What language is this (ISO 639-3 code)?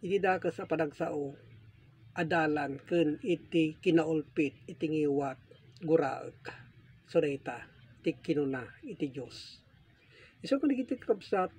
ilo